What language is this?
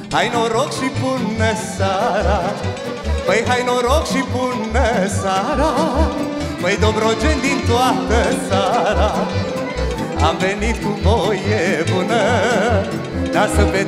Romanian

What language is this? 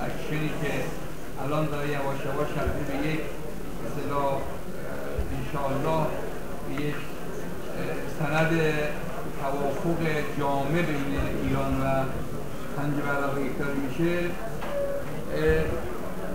Persian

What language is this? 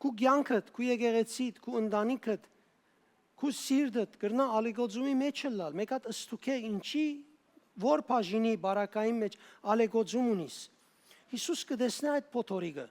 Western Armenian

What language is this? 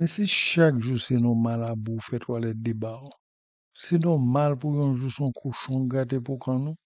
Haitian Creole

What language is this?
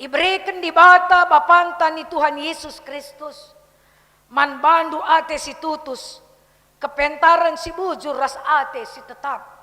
Batak Karo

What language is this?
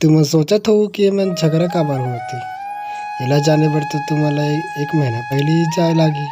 Chhattisgarhi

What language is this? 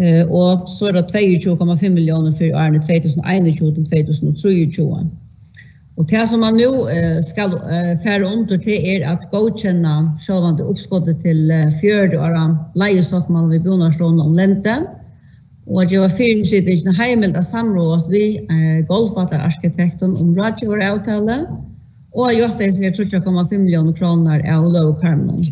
Faroese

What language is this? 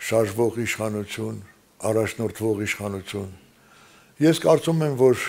Armenian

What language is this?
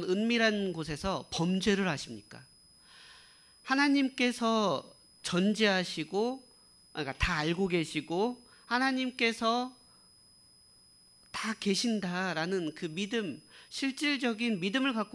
Korean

